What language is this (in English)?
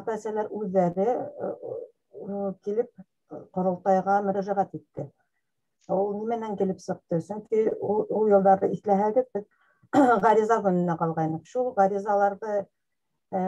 Bashkir